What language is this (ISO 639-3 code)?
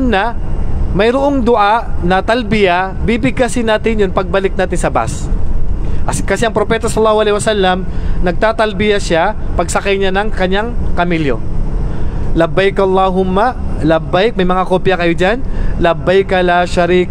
mrw